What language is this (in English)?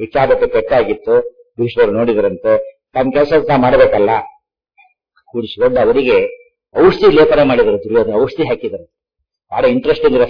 Kannada